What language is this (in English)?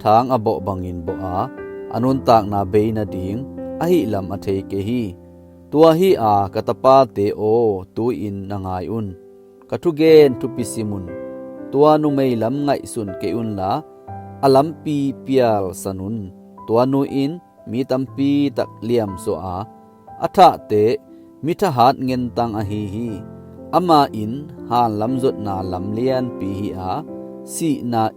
Tedim Chin